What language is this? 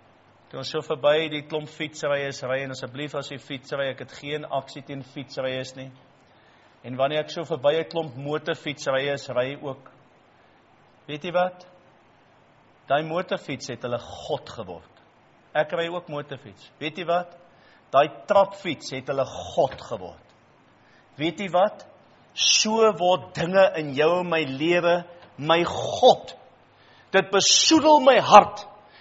Afrikaans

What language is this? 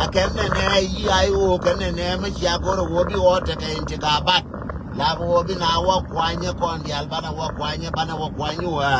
Nuer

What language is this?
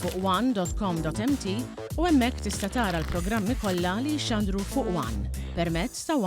Maltese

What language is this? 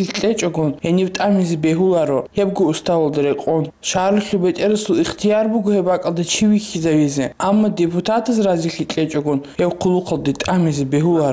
Avaric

